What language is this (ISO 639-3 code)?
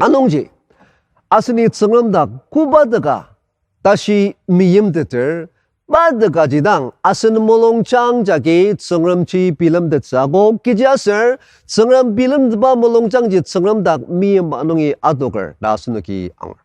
njo